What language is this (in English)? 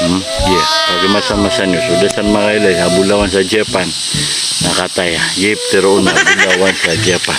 Maranao